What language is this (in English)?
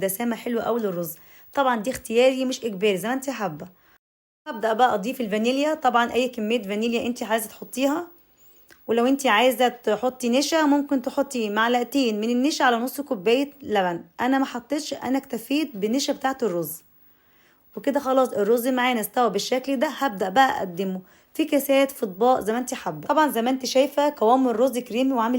Egyptian Arabic